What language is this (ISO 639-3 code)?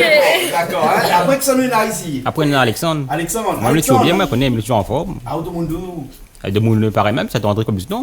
rcf